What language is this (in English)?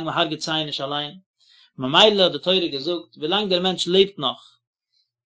Yiddish